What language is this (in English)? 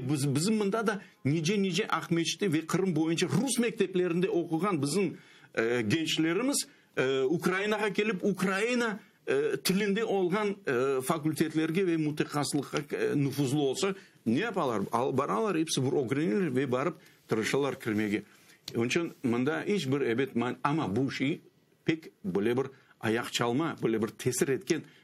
Crimean Tatar